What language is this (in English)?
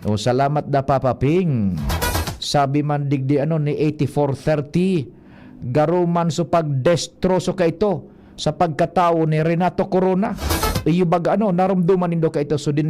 Bikol